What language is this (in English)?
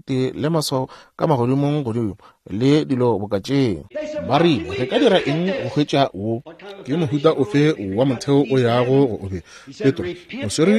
Northern Sotho